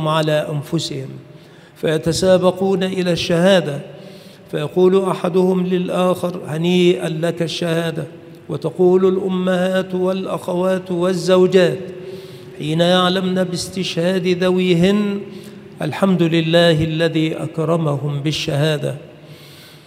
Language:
Arabic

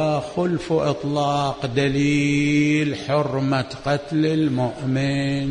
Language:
Mesopotamian Arabic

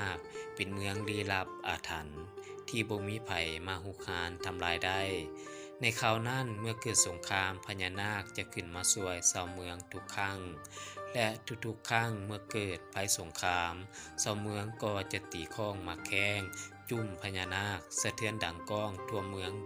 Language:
Lao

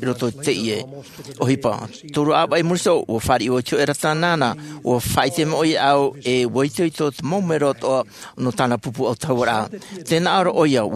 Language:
Tahitian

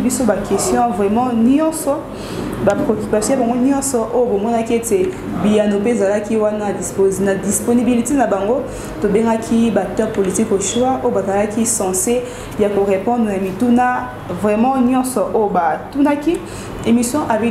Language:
Lingala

